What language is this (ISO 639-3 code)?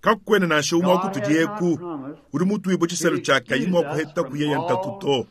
lua